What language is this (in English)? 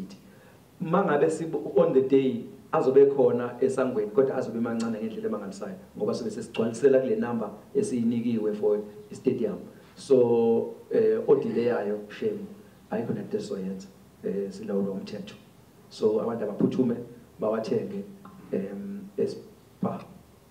Zulu